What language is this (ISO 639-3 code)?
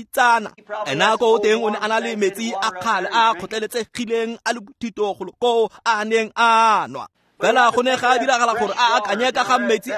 tsn